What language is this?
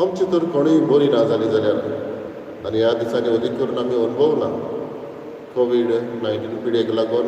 Konkani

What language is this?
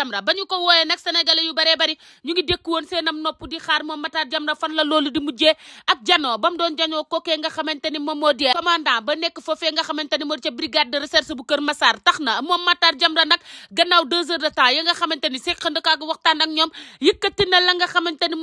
Wolof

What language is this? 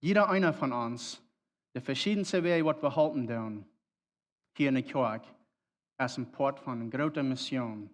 Plautdietsch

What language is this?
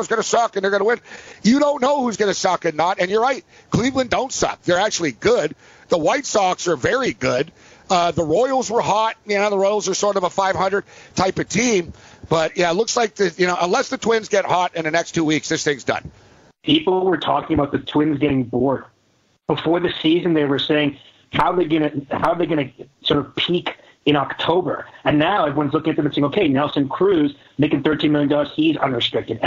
English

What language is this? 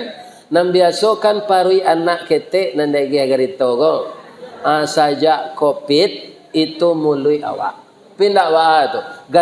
Minangkabau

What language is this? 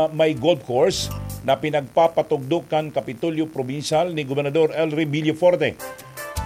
Bikol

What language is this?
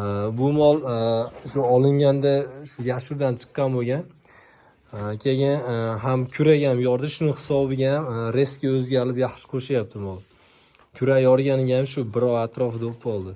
Uzbek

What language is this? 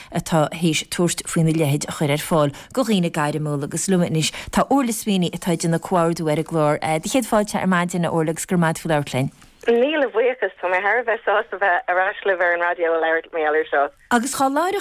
Irish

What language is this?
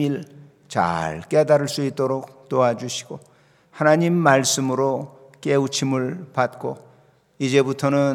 Korean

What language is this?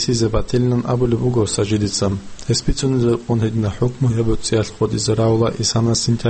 Avaric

